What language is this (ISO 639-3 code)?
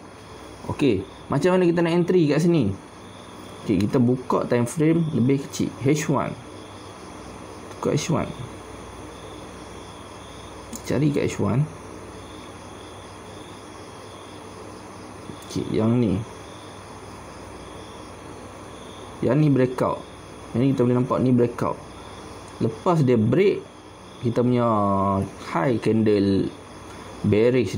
msa